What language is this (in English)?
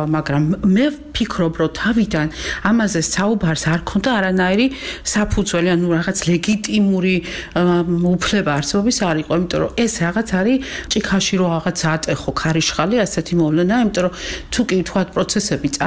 Georgian